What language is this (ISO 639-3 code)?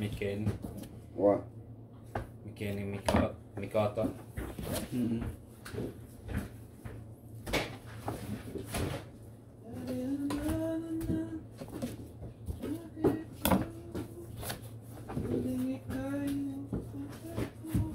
fil